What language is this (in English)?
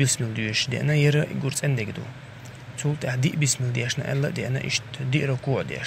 Chechen